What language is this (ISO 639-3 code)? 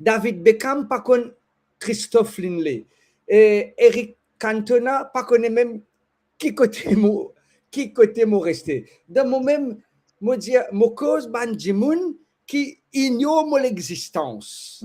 mfe